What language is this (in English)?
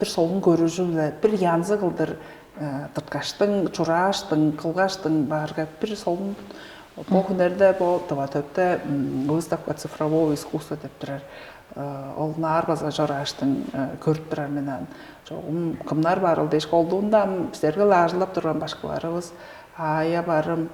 Tuvinian